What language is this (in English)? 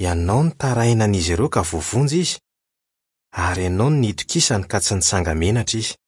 Malagasy